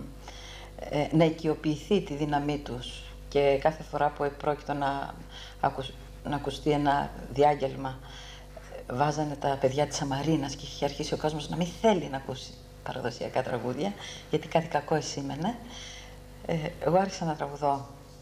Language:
Greek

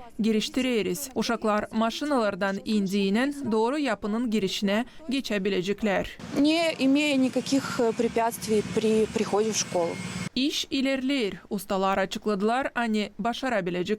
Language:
Gagauz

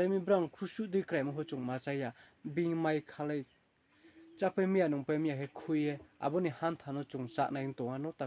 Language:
Riang (India)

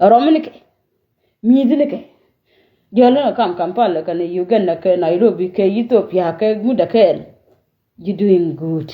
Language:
Nuer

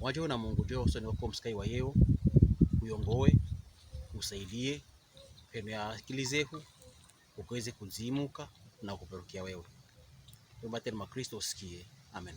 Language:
Pokomo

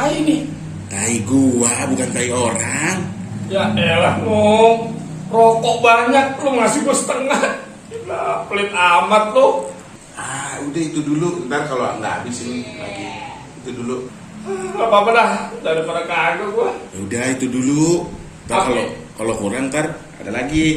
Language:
Betawi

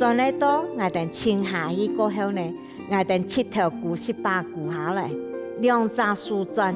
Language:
Hakka Chinese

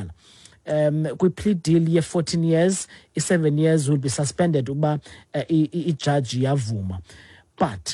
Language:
Xhosa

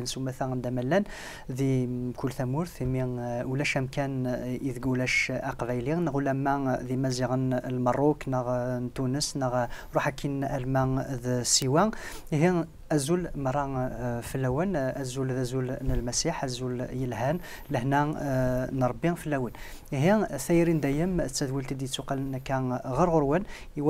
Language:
Kabyle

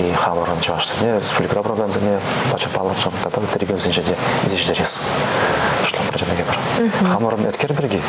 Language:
Chuvash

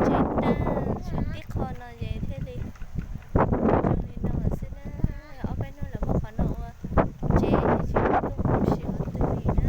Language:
Hmong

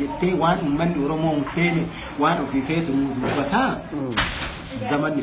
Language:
Oromo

